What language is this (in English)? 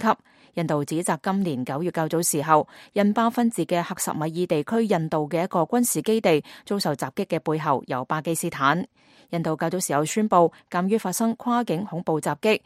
Cantonese